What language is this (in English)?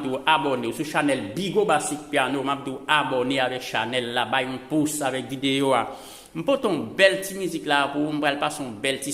Haitian Creole